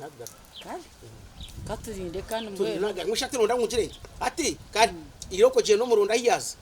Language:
Nyankole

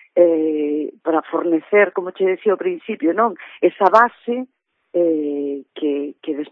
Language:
Galician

